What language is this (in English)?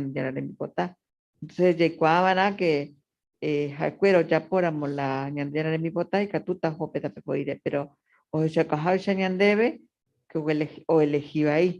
Guarani